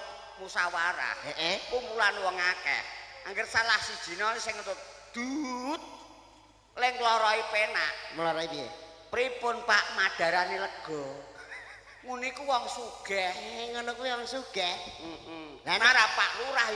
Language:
Javanese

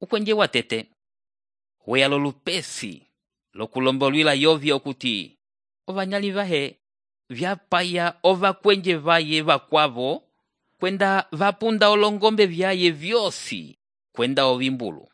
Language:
Umbundu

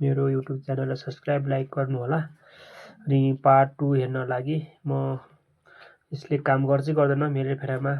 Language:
Nepali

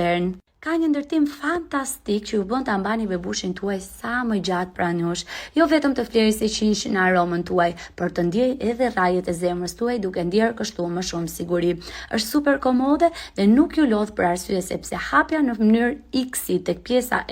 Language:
Albanian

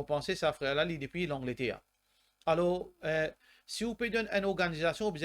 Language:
Morisyen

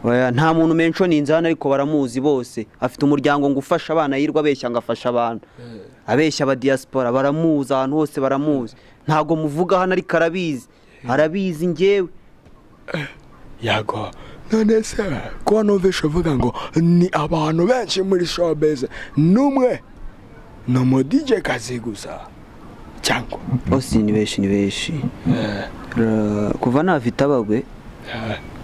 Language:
Kinyarwanda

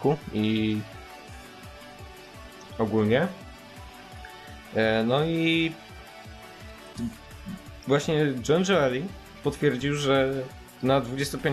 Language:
Polish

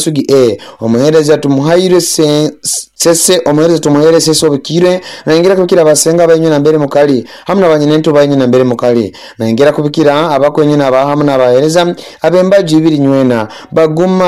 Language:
Nyoro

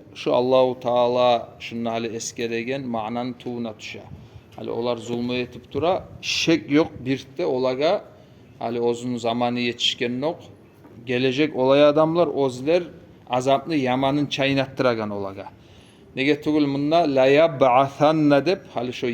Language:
Kumyk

